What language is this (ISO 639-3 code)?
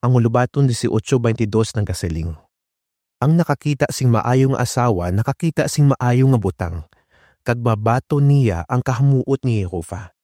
hil